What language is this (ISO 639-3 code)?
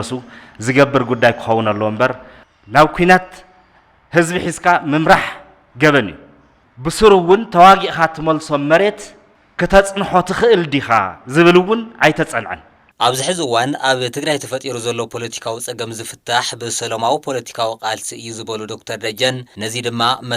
tir